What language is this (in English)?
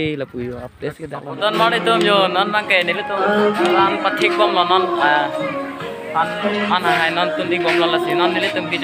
Karbi